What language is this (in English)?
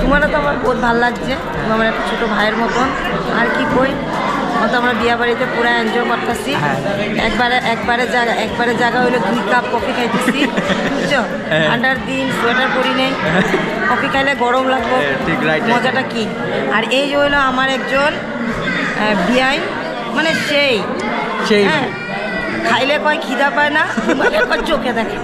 Sylheti